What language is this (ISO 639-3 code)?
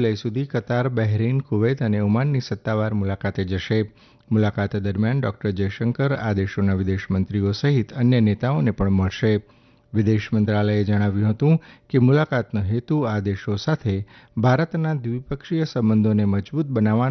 guj